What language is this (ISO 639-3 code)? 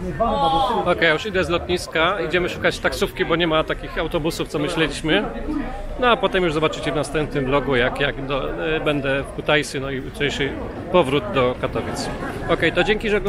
pol